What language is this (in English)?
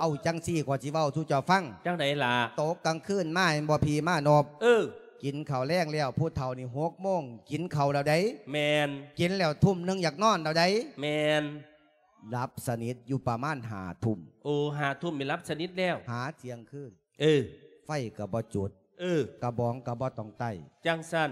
Lao